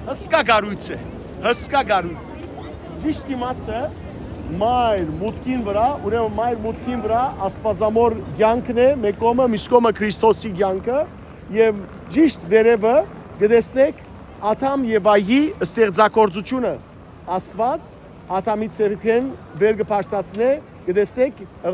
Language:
Western Armenian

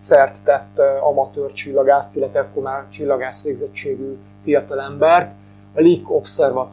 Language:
Hungarian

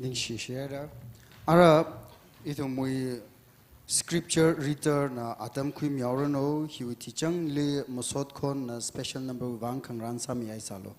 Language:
Tangkhul Naga (India)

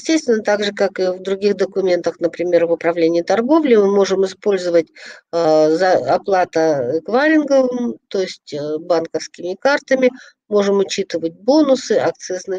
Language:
Russian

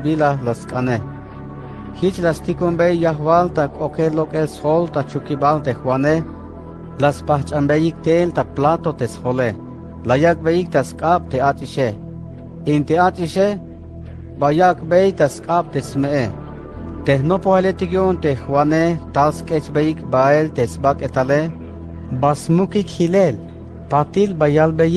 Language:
Tzeltal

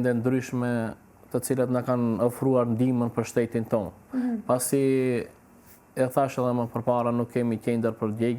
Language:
Albanian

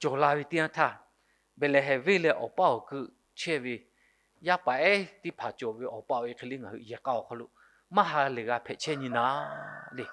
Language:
Lahu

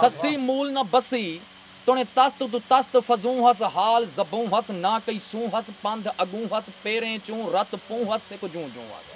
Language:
Saraiki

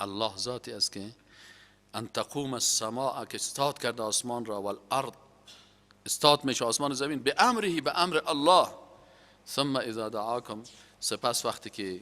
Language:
Persian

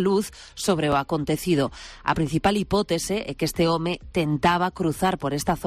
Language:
Galician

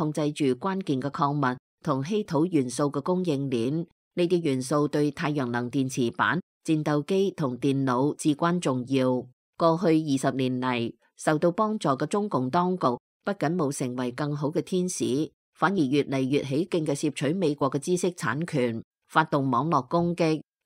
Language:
Cantonese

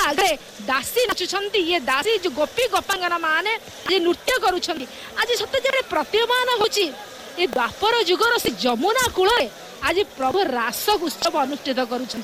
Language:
Odia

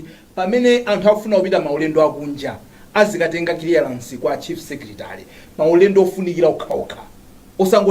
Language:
Nyanja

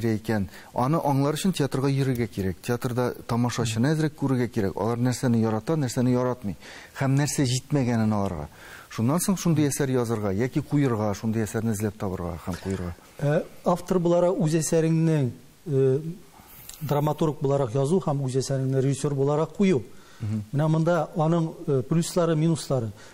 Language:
Tatar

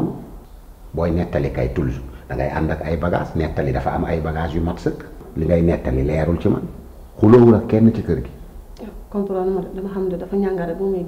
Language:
Wolof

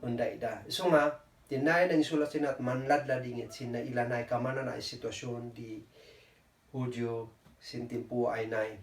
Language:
Kankanaey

